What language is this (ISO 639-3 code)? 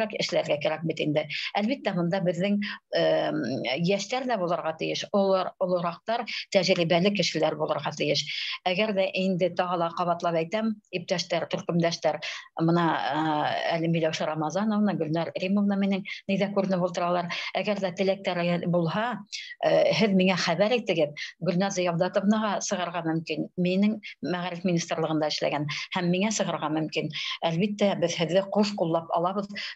bak